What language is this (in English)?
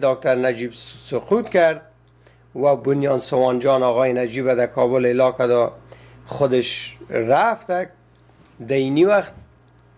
Persian